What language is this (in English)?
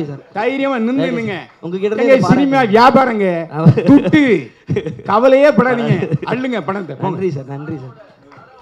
Tamil